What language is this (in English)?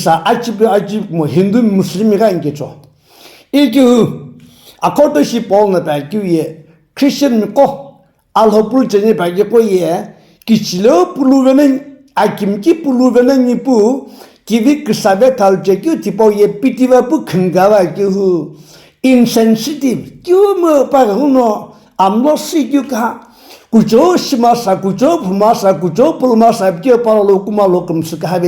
Sumi Naga